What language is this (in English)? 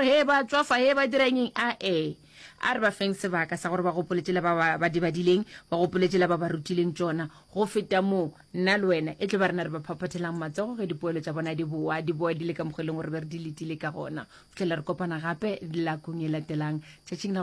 Northern Sotho